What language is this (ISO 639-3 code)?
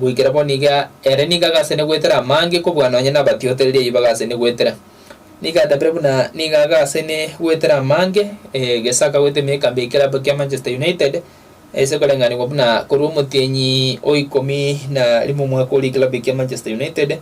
guz